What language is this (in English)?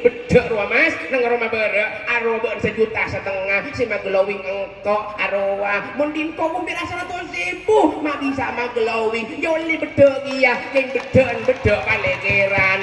Madurese